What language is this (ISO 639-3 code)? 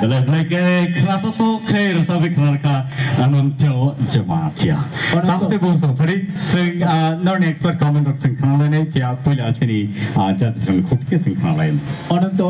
trp